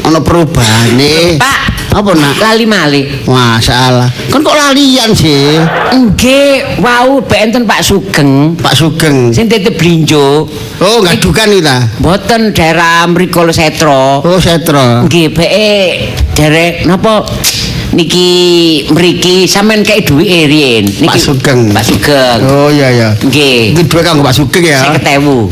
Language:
Javanese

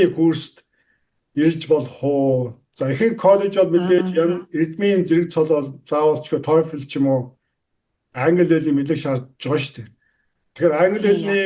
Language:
Mongolian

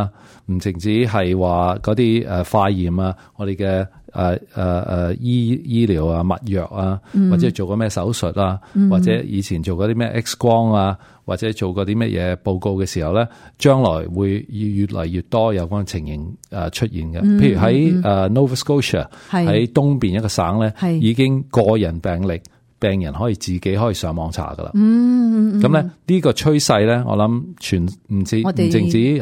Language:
Cantonese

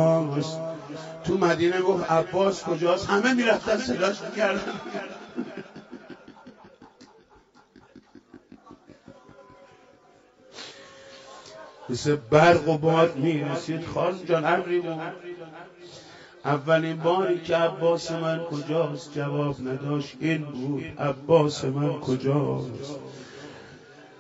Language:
Persian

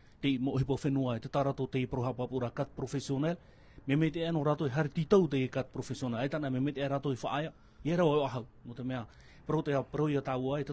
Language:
Tahitian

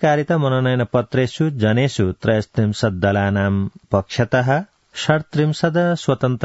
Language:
Sanskrit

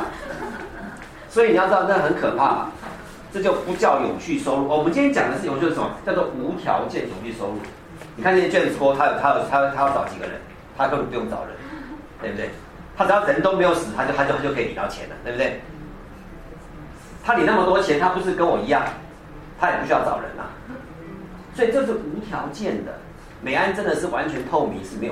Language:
Chinese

